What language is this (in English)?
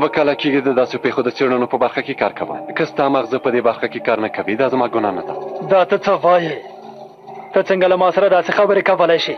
Pashto